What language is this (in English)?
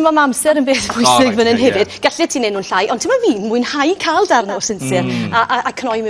Welsh